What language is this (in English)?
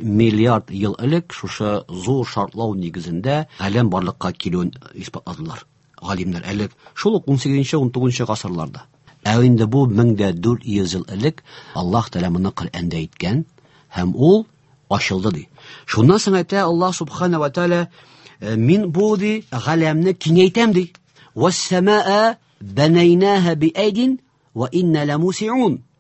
Tatar